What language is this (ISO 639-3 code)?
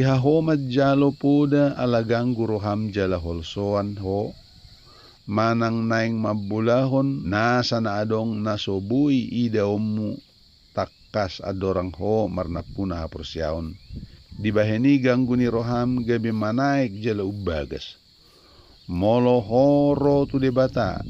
bbc